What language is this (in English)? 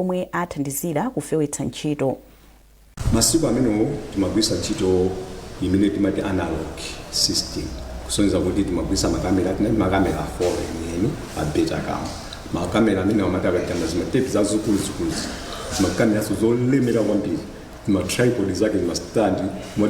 Nyanja